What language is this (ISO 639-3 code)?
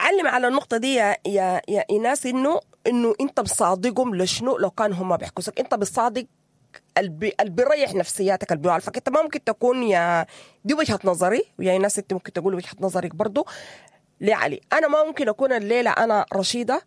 apd